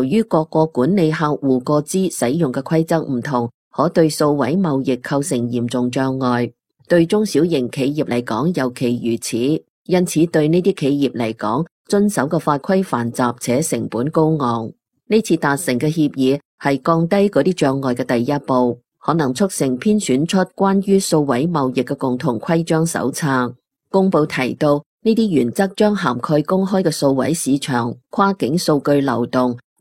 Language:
Cantonese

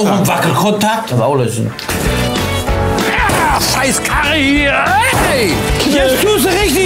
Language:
German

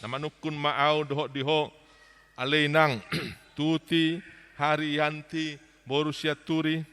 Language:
Batak Toba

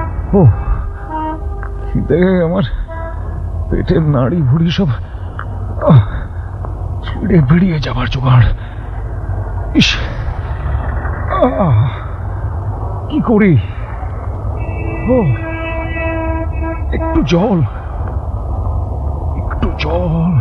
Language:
Bangla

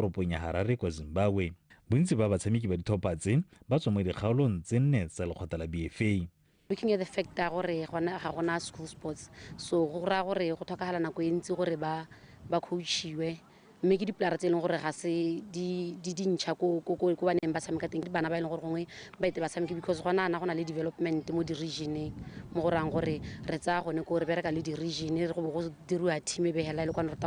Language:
Tswana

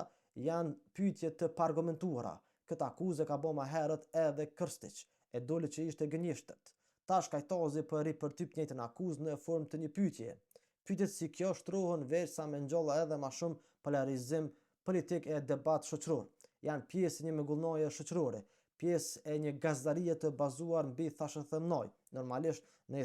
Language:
Albanian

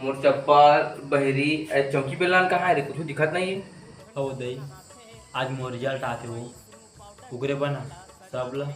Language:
Chhattisgarhi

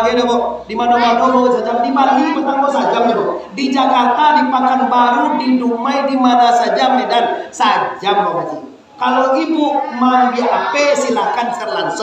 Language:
Minangkabau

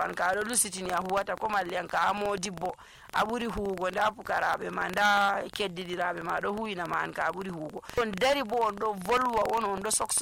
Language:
Nigerian Fulfulde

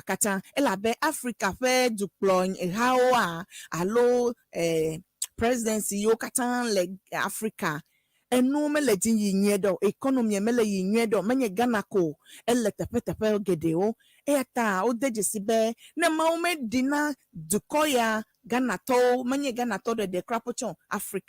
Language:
Ewe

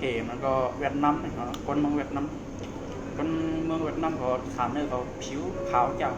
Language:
Shan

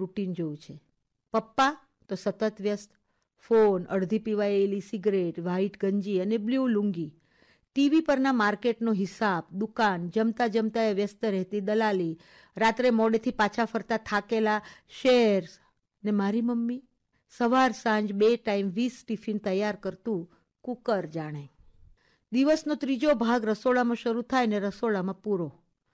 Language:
Gujarati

